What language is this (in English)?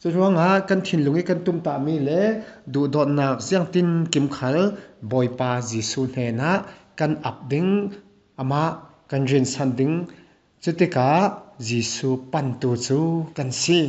Falam Chin